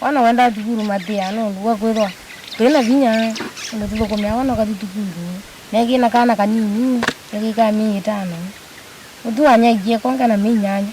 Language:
Kamba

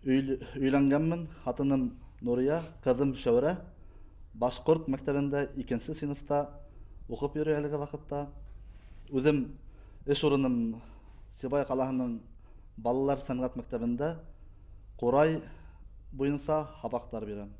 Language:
Bashkir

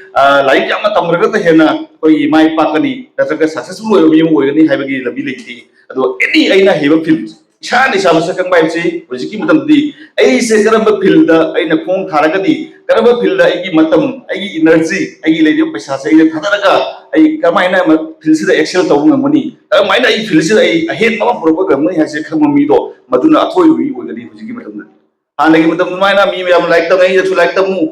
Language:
Manipuri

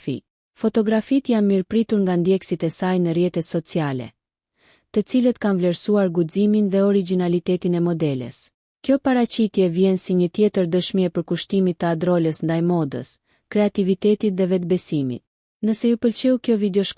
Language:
Albanian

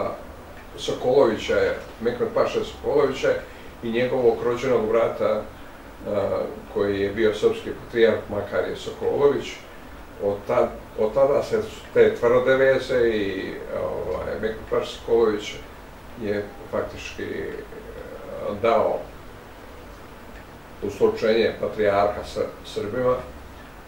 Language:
Bosnian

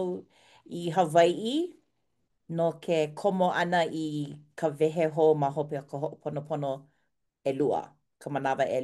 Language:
Hawaiian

